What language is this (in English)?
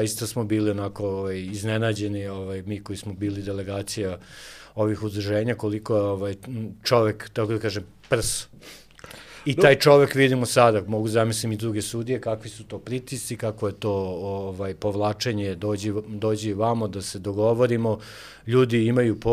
Serbian